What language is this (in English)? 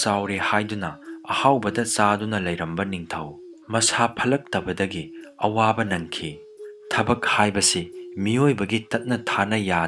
Manipuri